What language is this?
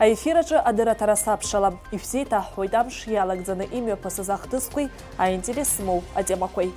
Abkhazian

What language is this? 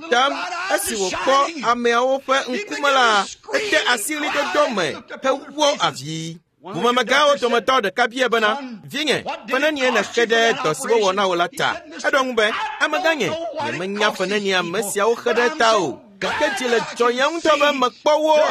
Ewe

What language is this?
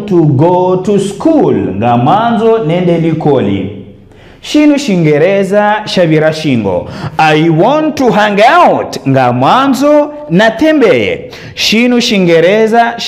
Ngazidja Comorian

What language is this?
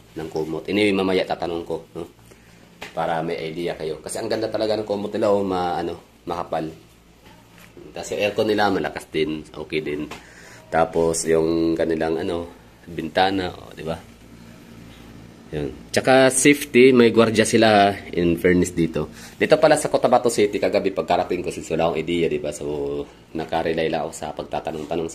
Filipino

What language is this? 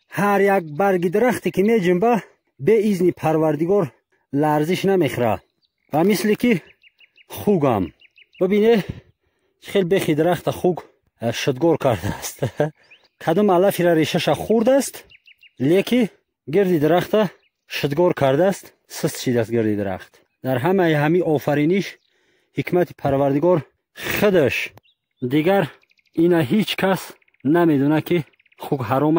Tajik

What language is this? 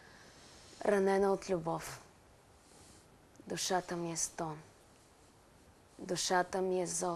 Bulgarian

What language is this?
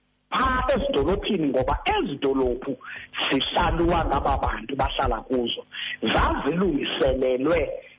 Xhosa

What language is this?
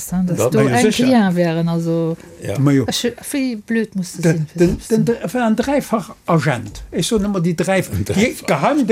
Luxembourgish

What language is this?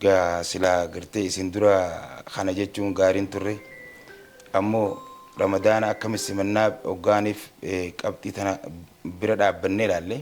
Oromo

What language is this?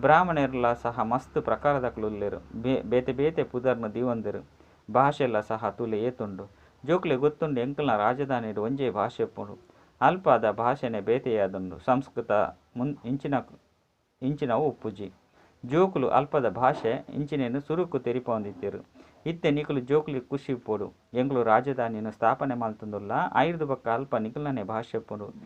Tulu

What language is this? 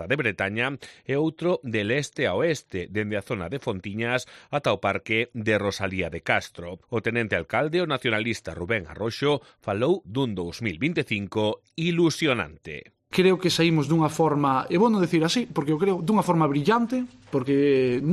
Galician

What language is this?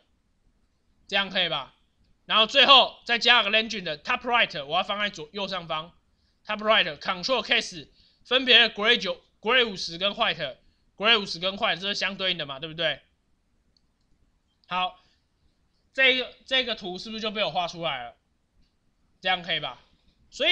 Chinese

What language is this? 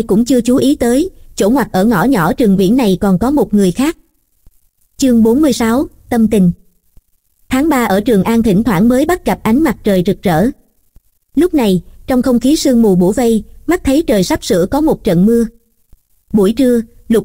Vietnamese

